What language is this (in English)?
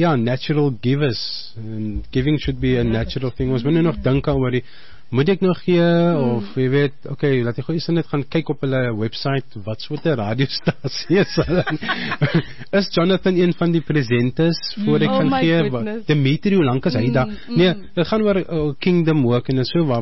Afrikaans